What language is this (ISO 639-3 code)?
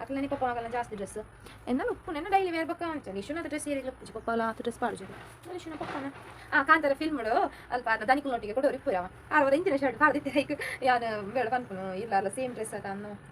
tcy